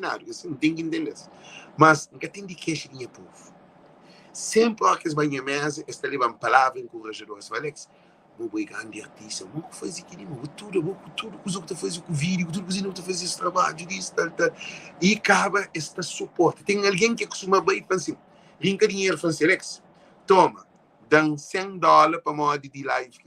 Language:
Kabuverdianu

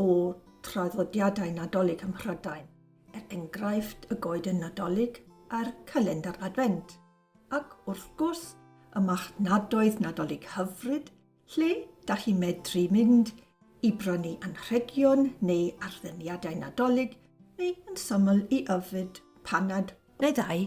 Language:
Welsh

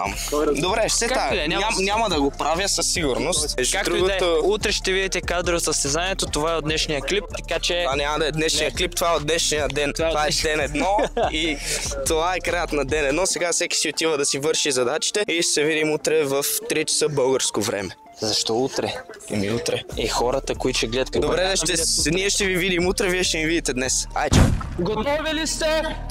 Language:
Bulgarian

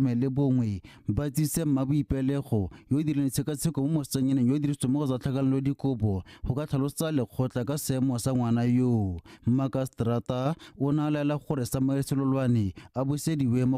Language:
Tswana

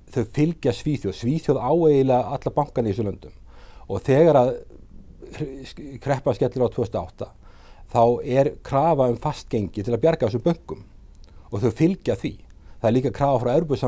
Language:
Icelandic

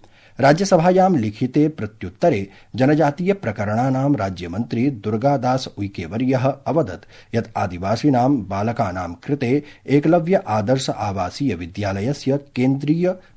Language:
Sanskrit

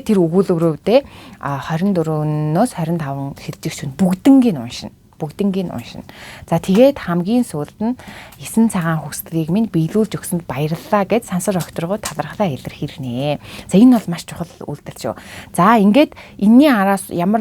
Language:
Mongolian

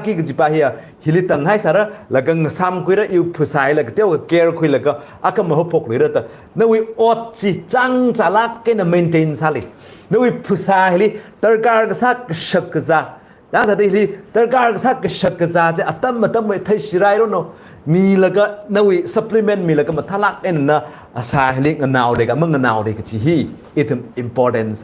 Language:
Tangkhul Naga (India)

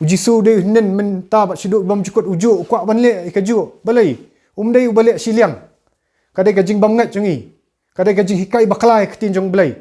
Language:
Khasi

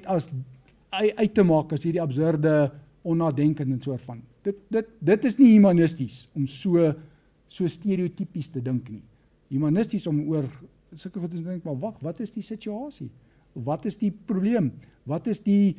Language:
Afrikaans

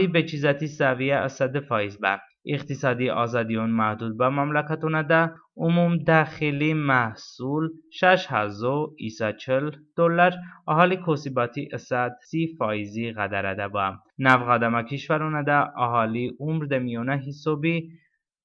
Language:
Talysh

